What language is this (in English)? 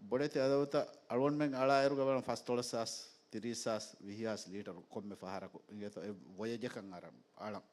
Divehi